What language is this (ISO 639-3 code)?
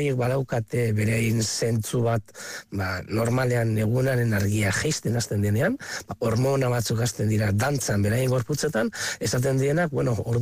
eus